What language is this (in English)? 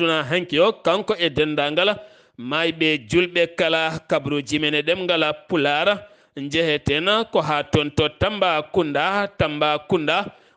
Fula